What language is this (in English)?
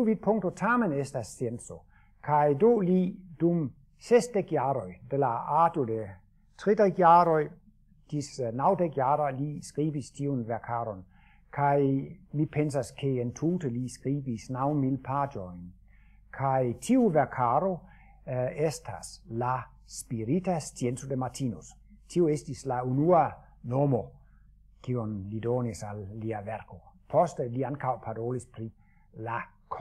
Esperanto